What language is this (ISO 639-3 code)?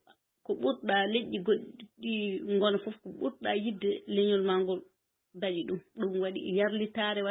ful